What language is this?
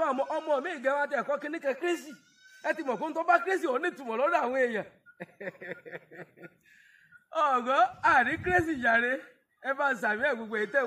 Yoruba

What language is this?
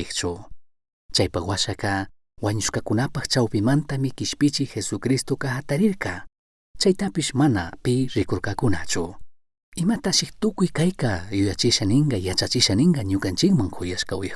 Chimborazo Highland Quichua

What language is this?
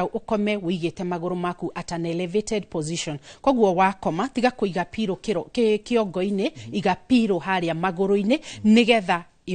Kikuyu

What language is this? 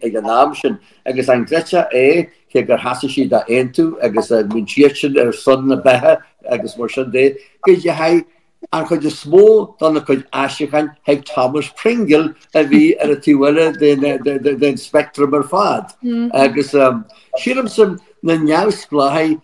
Irish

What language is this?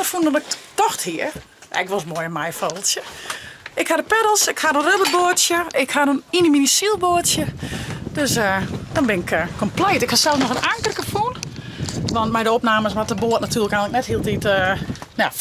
Western Frisian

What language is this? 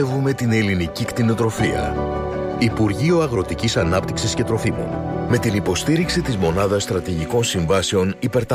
Greek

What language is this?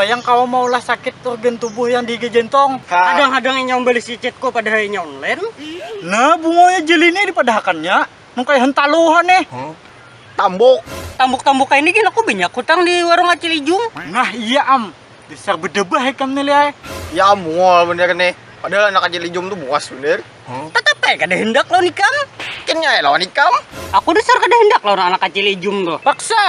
Banjar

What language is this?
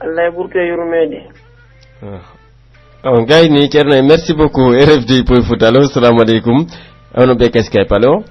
Pular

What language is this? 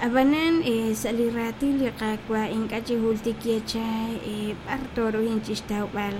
Kekchí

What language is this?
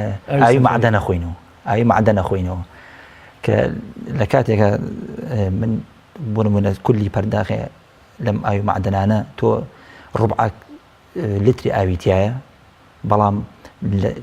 Central Kurdish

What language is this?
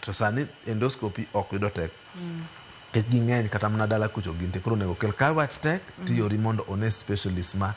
Luo (Kenya and Tanzania)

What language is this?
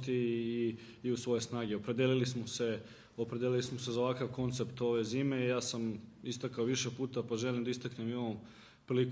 Serbian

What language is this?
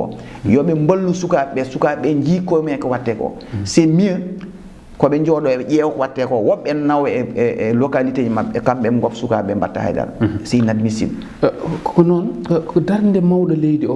Fula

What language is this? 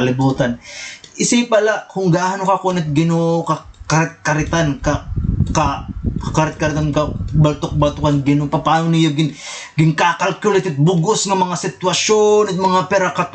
Waray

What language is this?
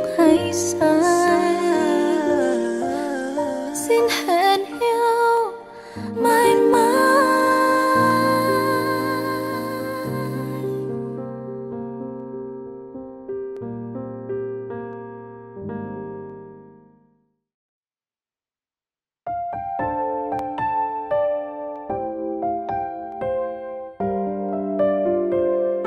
Vietnamese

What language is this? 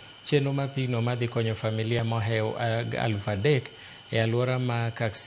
Luo (Kenya and Tanzania)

